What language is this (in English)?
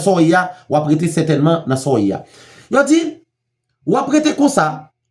Haitian Creole